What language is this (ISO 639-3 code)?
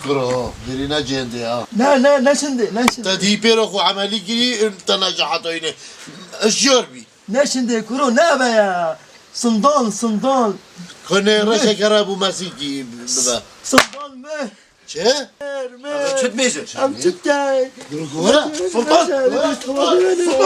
kur